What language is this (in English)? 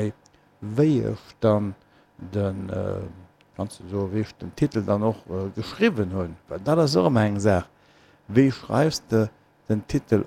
Luxembourgish